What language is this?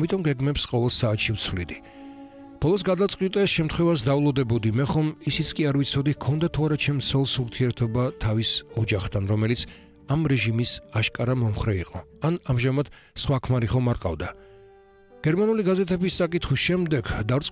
Georgian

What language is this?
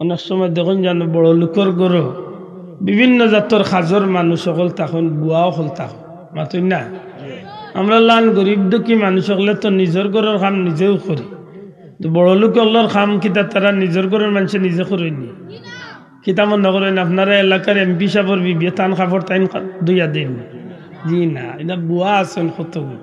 Sylheti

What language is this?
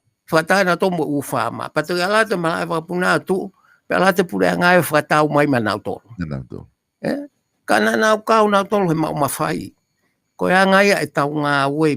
Tongan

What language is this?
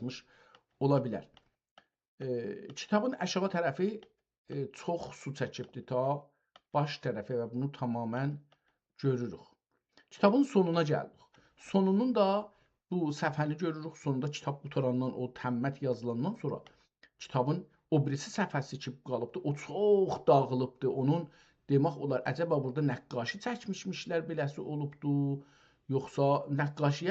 South Azerbaijani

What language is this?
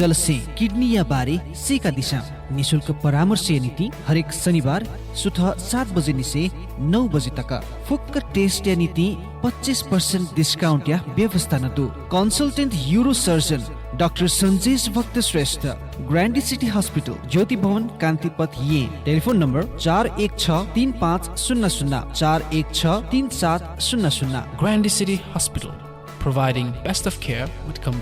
Newari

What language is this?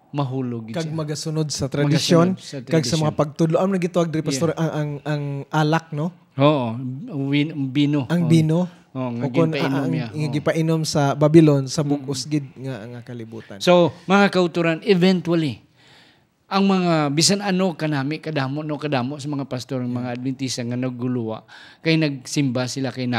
Hiligaynon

